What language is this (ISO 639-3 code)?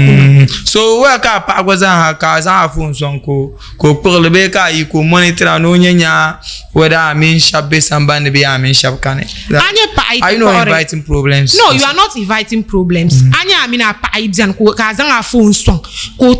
dag